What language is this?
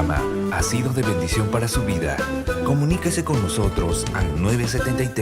Ayacucho Quechua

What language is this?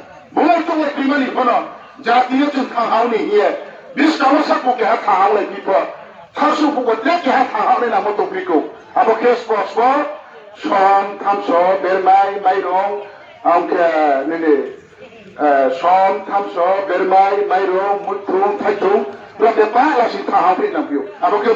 Riang (India)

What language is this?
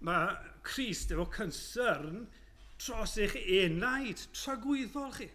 Welsh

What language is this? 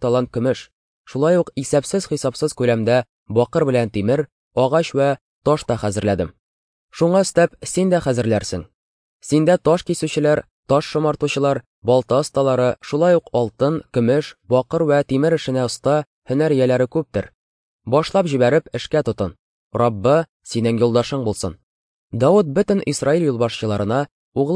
Tatar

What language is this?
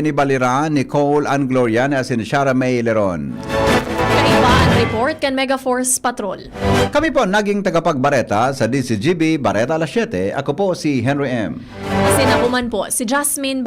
Bikol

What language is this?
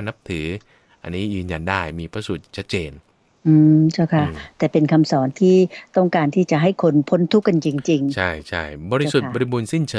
Thai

